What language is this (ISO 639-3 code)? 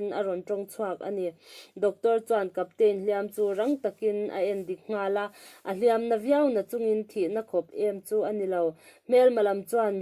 lus